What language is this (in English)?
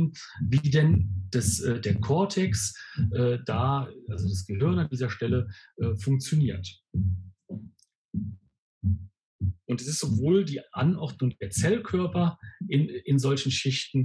German